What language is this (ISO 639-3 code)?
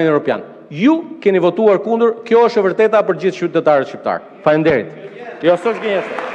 sqi